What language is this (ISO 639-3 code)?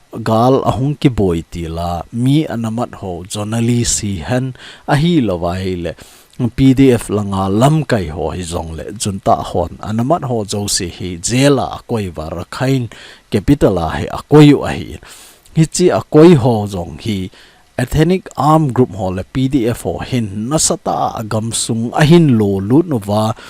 tcz